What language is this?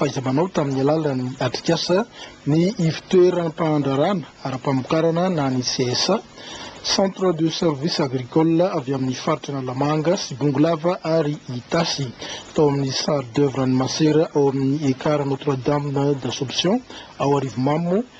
Malagasy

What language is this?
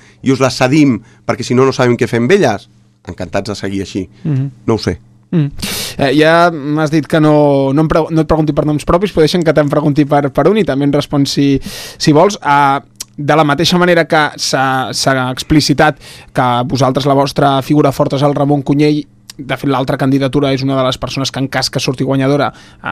Catalan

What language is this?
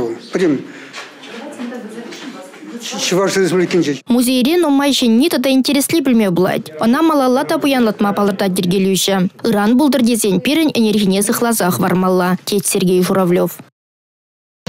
Chuvash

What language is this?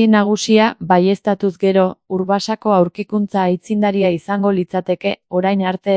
Basque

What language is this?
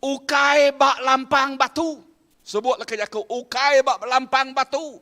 Iban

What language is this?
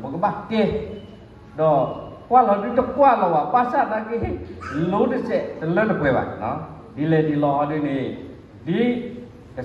S'gaw Karen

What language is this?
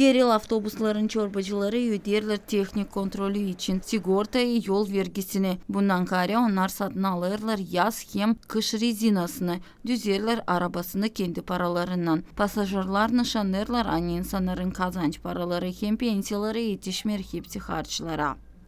Gagauz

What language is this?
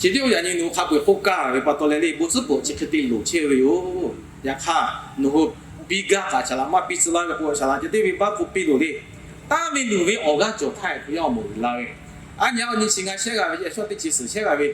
Lahu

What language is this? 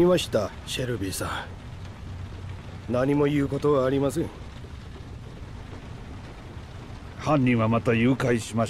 Japanese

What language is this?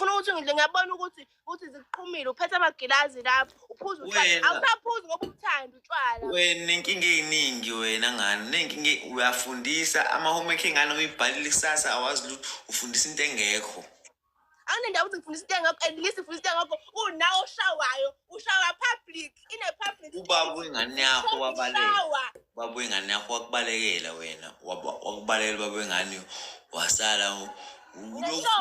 Zulu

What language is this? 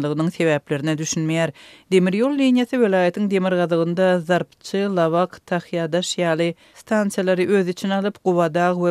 Turkmen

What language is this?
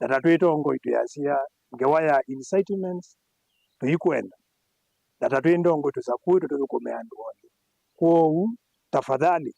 Kamba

